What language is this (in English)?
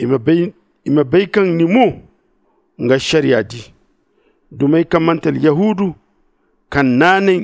Zarma